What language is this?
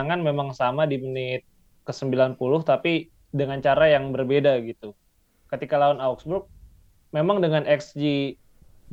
Indonesian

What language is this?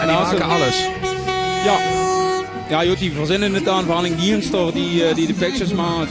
Limburgish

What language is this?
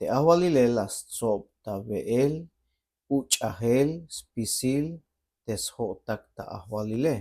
Tzeltal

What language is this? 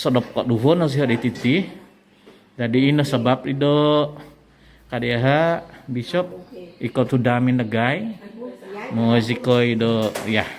Central Dusun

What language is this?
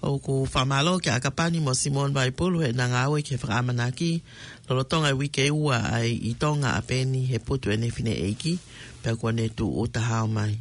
Tongan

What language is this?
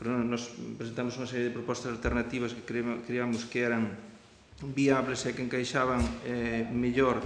Galician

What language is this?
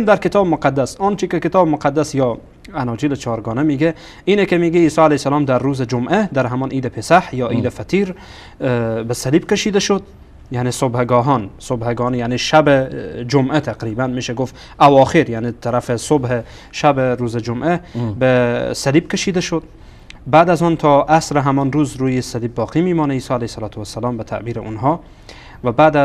Persian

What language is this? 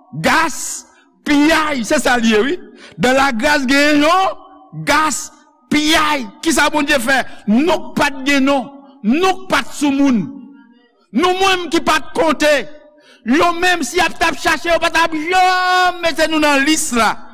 Haitian Creole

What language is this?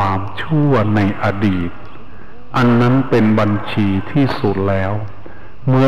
Thai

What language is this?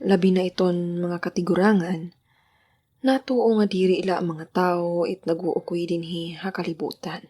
Waray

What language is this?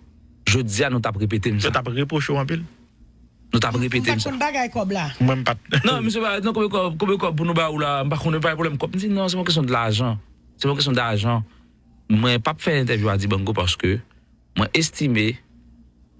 Haitian Creole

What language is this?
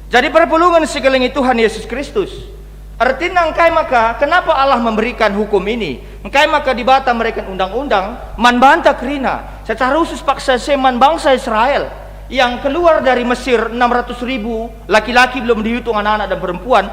Batak Karo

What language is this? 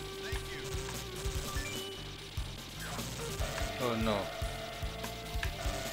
English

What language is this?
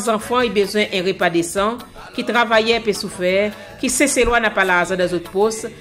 Seselwa Creole French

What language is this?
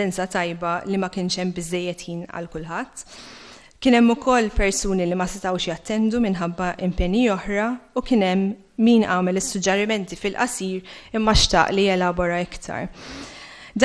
Maltese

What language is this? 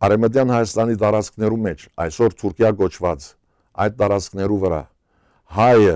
Western Armenian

